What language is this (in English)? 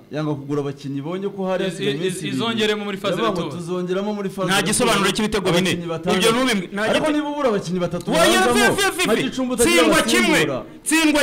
Kinyarwanda